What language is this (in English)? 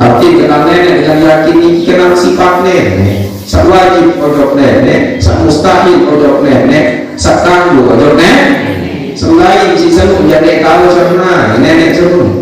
Sasak